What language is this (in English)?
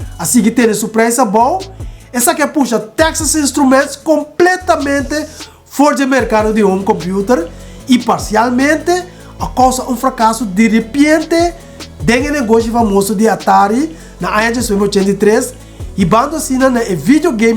Papiamento